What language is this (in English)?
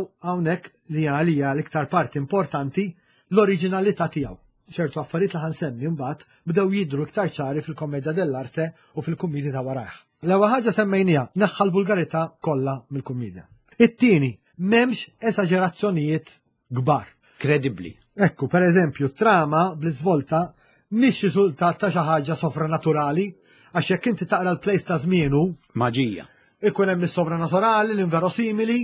Maltese